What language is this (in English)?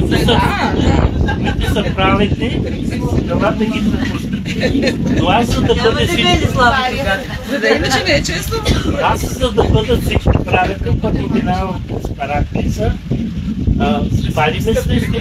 Bulgarian